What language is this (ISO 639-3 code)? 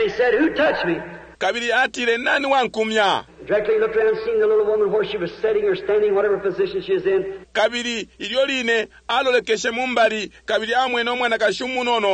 bem